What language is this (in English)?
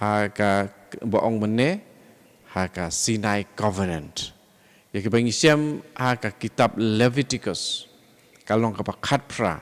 Khasi